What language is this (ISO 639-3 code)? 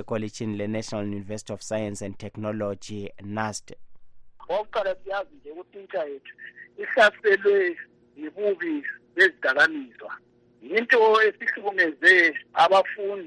nde